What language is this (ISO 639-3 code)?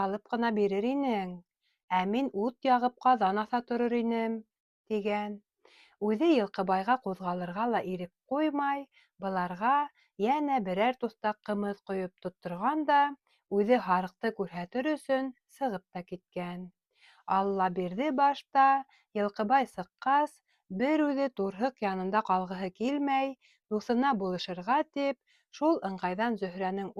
bak